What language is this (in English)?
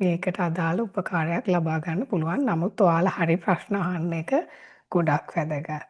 Sinhala